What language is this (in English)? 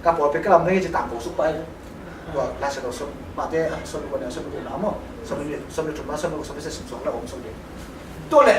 Tedim Chin